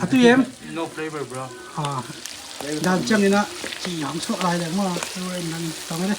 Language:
Tedim Chin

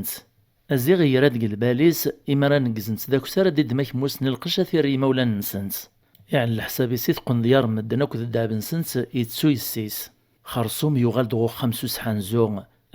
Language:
Kabyle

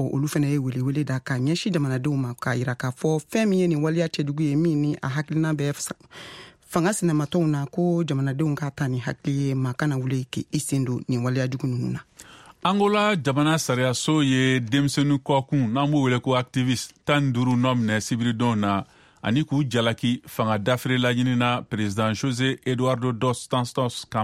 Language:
Bambara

